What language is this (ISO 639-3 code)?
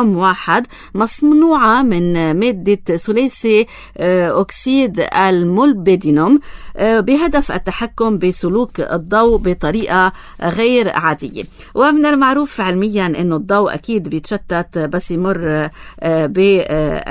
apc